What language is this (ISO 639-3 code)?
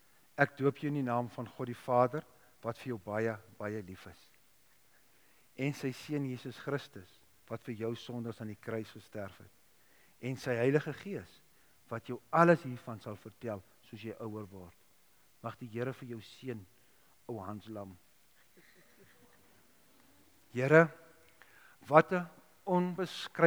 afr